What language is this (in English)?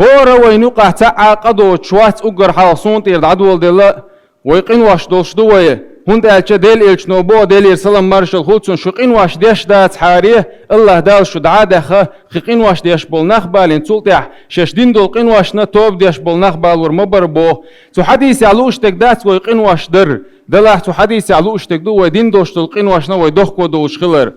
Chechen